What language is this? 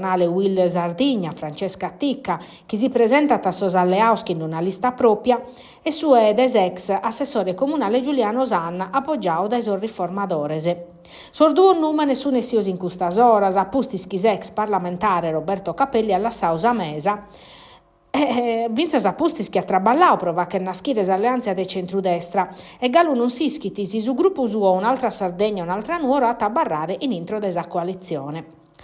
Sardinian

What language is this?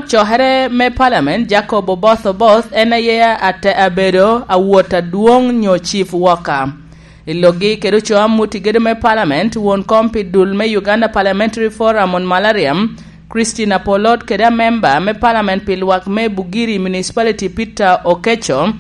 Lango (Uganda)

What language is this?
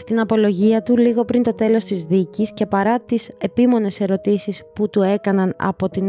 Greek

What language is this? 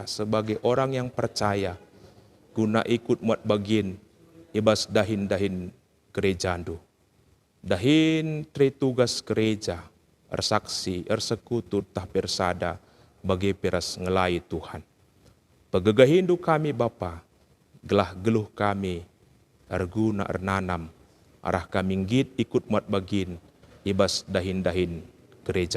Batak Karo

